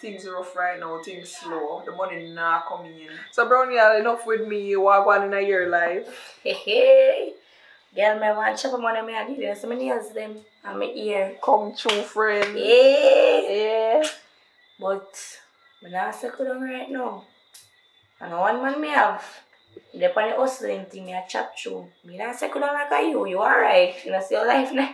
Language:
Jamaican Creole English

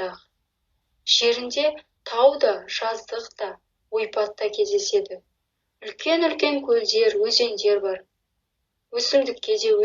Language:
Kazakh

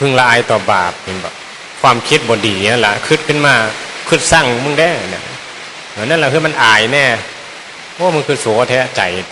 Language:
Northeastern Thai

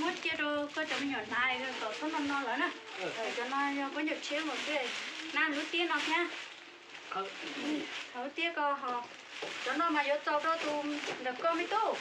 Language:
Hmong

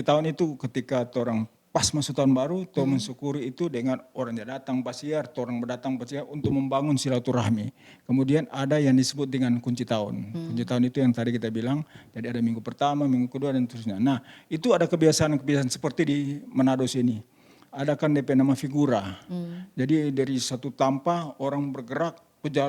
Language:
Manado Malay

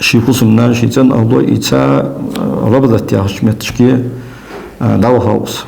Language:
Ingush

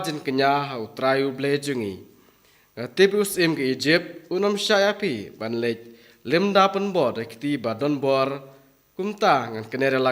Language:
Khasi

